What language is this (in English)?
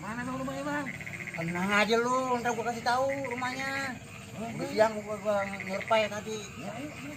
Betawi